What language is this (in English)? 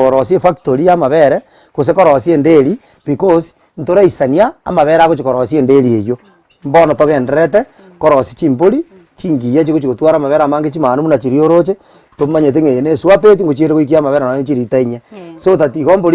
Gusii